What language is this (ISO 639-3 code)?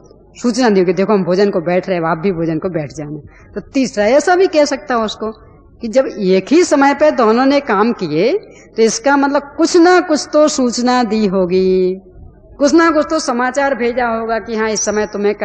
hin